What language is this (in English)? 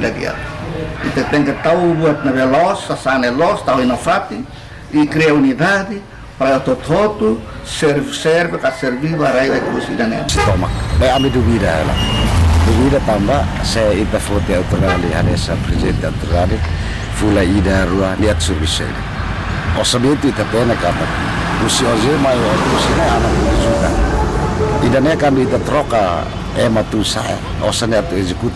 Tetum